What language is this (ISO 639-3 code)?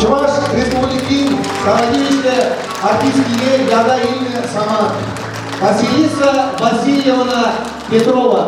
chv